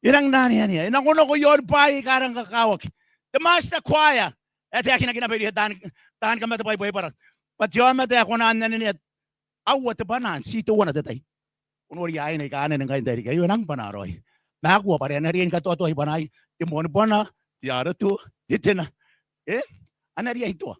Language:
Gilbertese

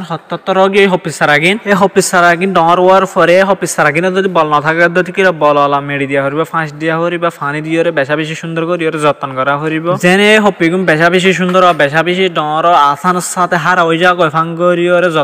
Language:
Rohingya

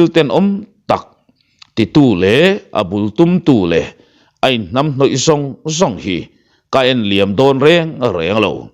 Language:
Mizo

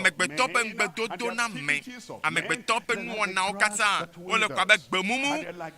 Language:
Ewe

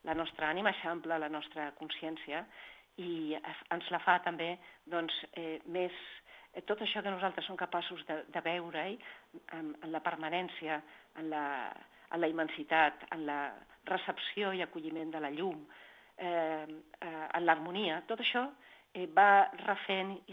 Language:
Catalan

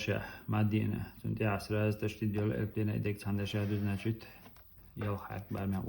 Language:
Chechen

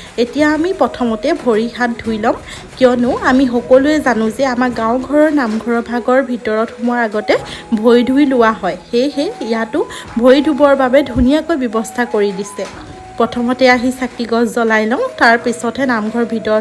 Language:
Assamese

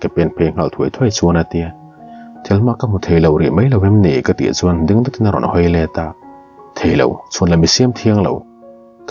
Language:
Mizo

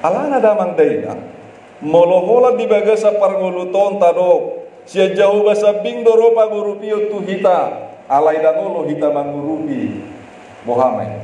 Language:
Batak Toba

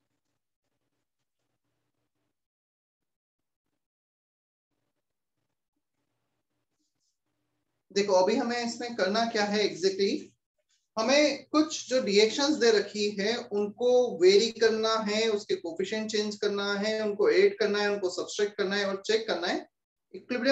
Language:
Hindi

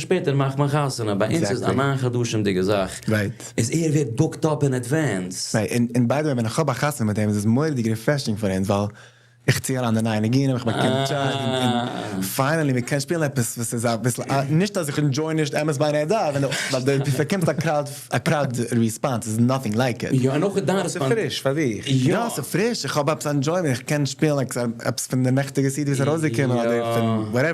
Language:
Yiddish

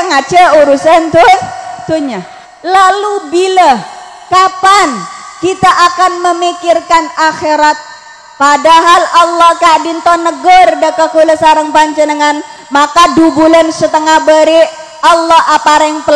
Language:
Madurese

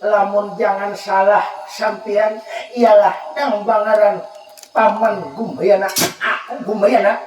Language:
Banjar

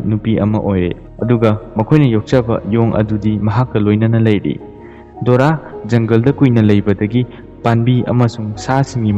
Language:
Manipuri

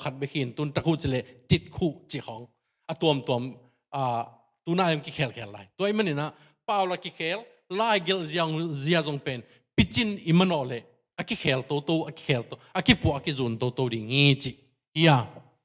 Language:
Tedim Chin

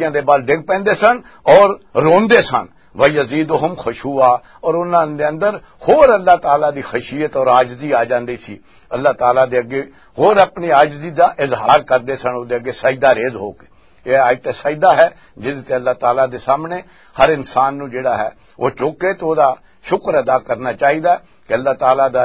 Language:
Western Panjabi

